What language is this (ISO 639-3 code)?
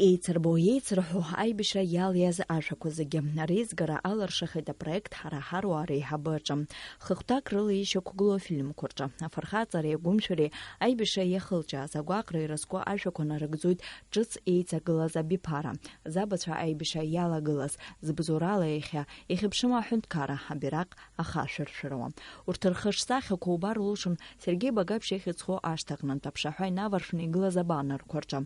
abk